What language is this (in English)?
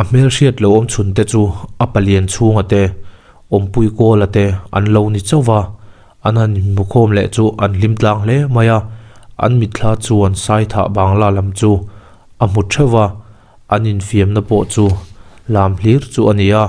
Mizo